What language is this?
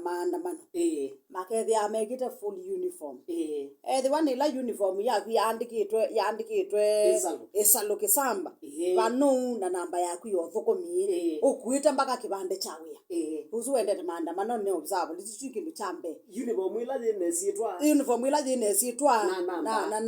Kamba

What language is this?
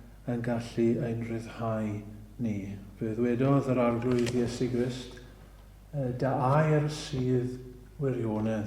Welsh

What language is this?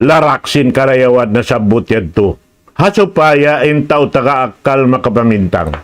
Tausug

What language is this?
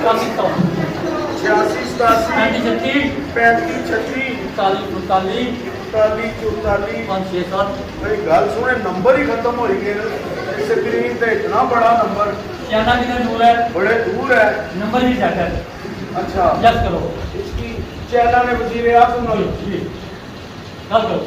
Pahari-Potwari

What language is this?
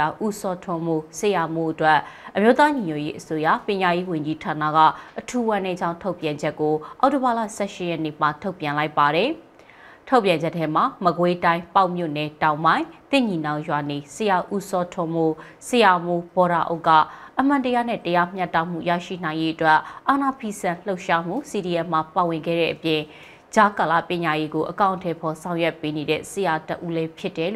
Burmese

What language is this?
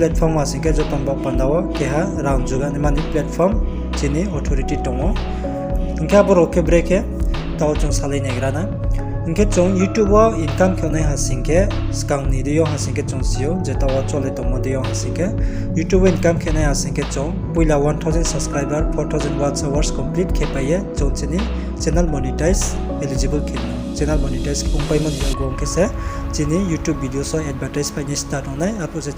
Riang (India)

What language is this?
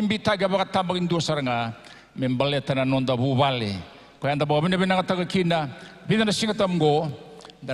Fijian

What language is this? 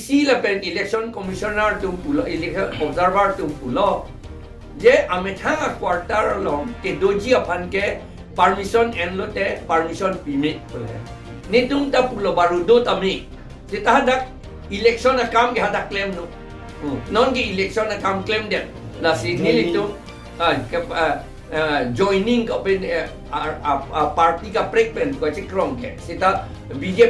Karbi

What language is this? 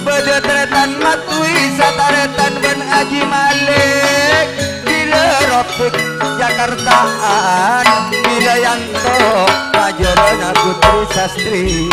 Madurese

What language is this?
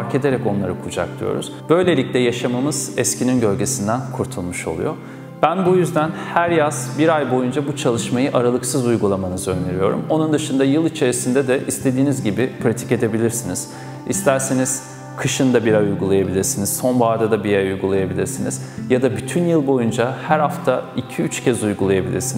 Turkish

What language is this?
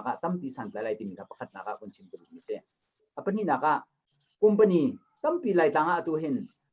Hakha Chin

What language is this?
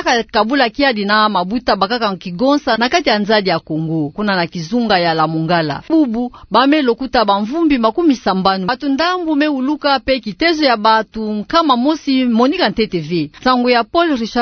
Kituba (Democratic Republic of Congo)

